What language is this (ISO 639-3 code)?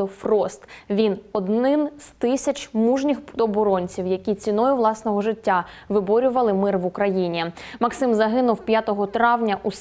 ukr